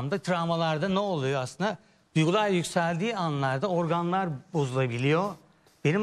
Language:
Turkish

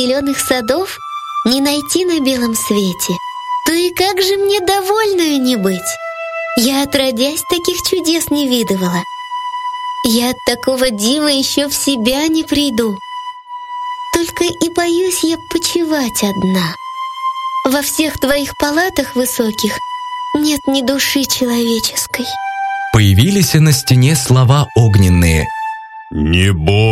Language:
Russian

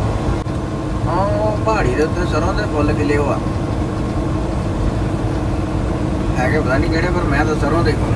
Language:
Punjabi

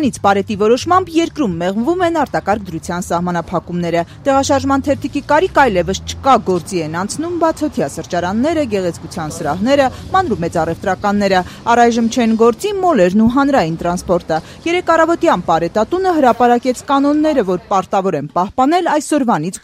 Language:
Armenian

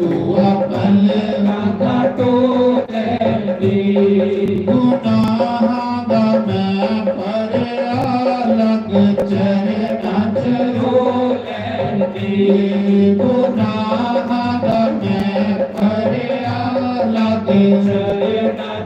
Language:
Dogri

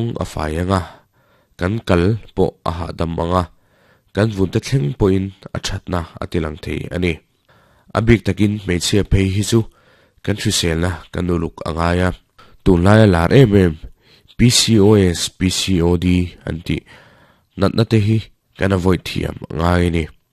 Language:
Mizo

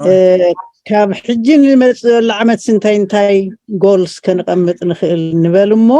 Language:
Tigrinya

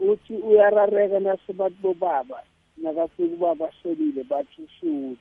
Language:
South Ndebele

